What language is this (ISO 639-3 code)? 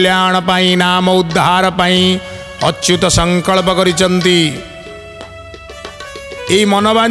ori